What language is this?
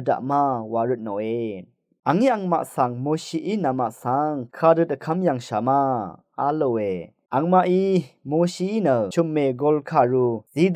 Rawang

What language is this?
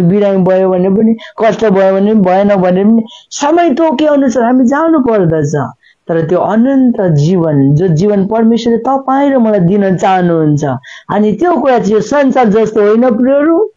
Nepali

